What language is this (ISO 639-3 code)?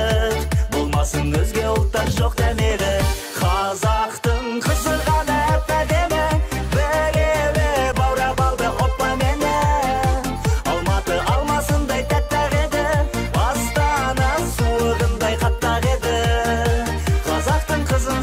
kaz